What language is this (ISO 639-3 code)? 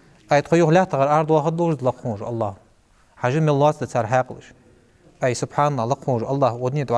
inh